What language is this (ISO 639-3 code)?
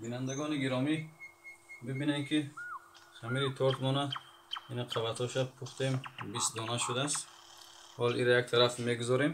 tgk